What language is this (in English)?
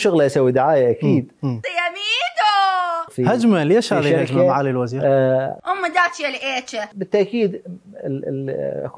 Mesopotamian Arabic